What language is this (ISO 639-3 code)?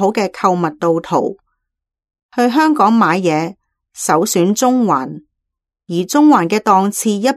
yue